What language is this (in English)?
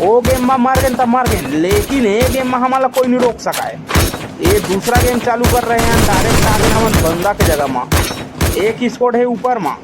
Chhattisgarhi